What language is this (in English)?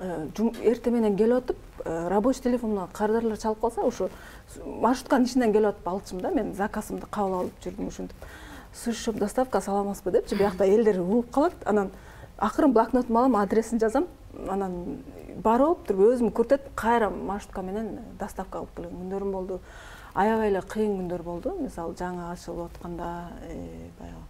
Kyrgyz